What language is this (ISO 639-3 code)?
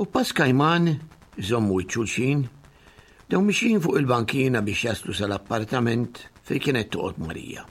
mlt